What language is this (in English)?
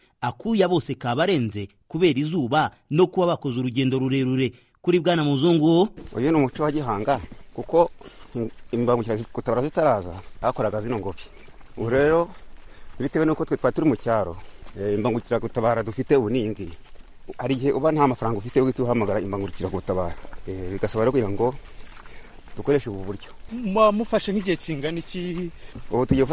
Kinyarwanda